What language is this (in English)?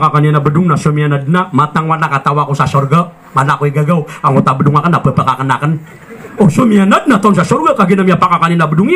Maranao